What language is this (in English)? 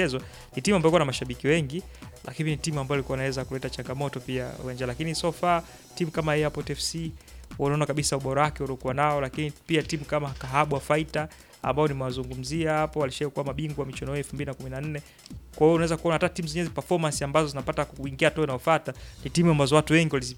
Swahili